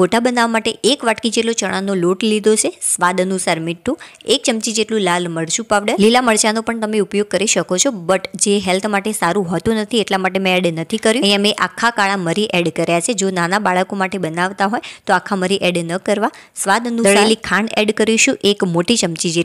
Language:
Gujarati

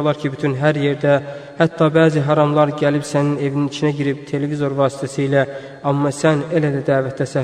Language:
Azerbaijani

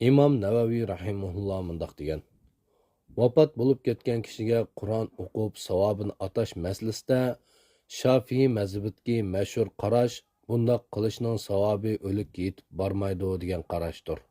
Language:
Uyghur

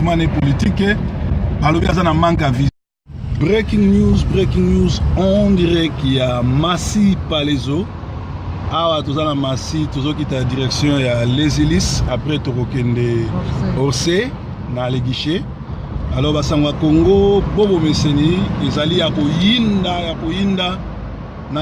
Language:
Lingala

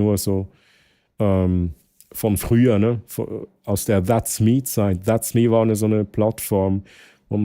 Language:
Swiss German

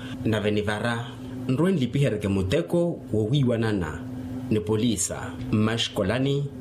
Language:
Makhuwa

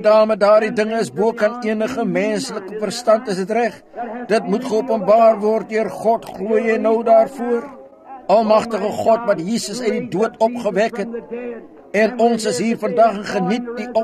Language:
Afrikaans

